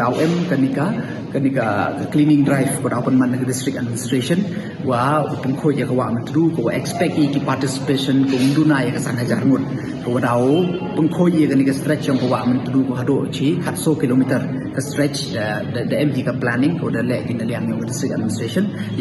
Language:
Pnar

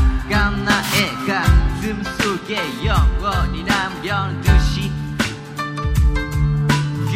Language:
Korean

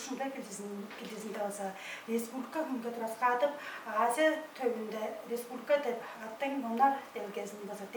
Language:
Tuvinian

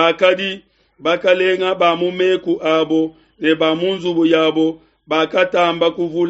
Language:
Luba-Lulua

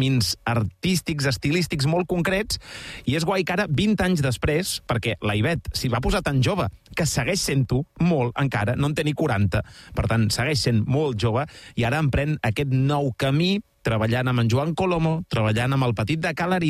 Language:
Catalan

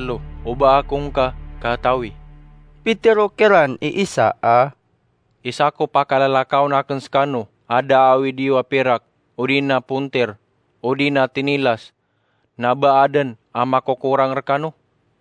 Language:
Maranao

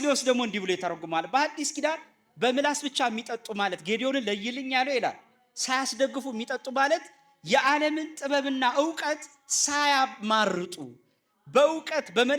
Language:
Amharic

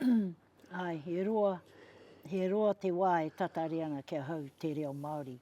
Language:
Māori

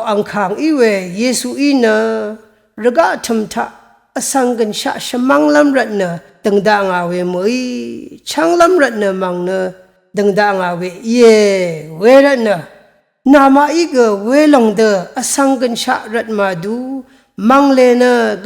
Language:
Rawang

